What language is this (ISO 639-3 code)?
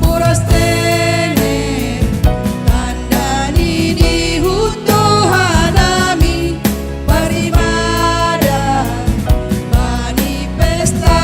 bts